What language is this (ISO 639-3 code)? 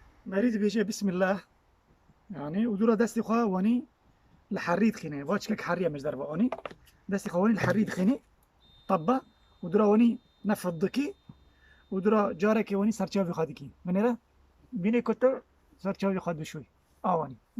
kur